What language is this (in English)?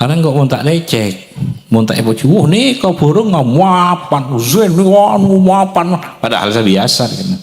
Madurese